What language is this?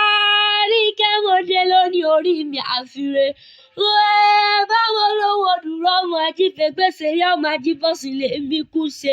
Yoruba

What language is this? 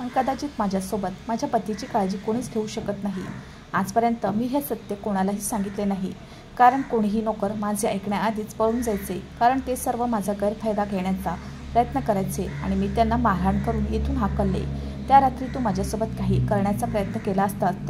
Marathi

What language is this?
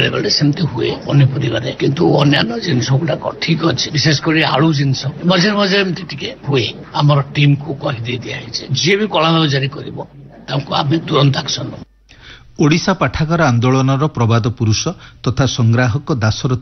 Odia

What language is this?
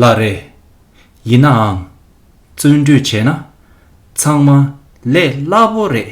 Tibetan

